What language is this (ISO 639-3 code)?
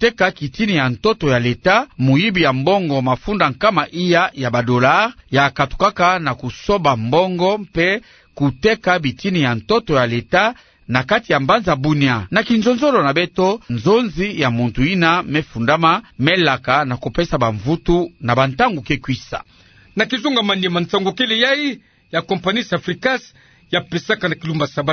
ktu